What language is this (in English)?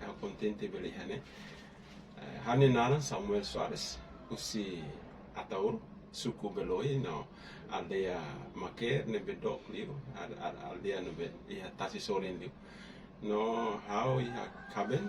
Tetum